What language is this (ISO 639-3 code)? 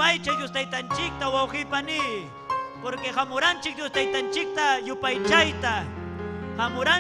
quy